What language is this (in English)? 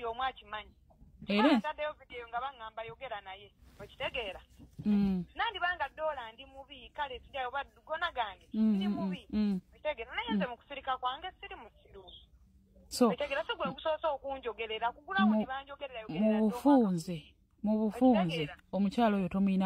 Ganda